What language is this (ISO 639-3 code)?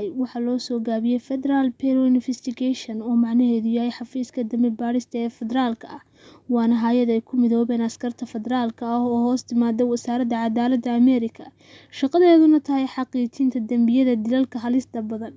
som